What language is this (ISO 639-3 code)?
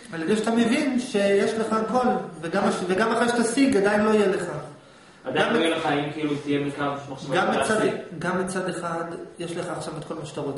heb